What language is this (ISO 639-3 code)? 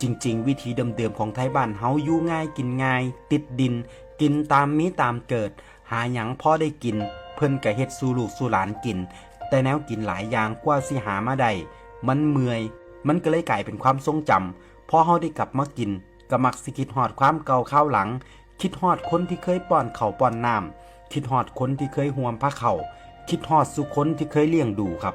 tts